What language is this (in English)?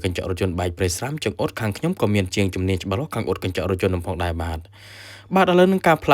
Khmer